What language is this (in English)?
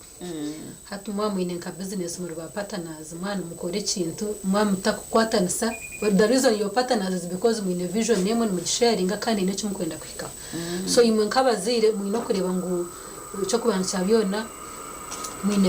Nyankole